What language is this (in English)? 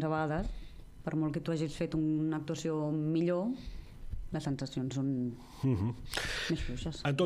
Catalan